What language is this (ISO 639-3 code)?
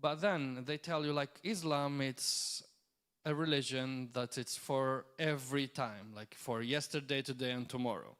eng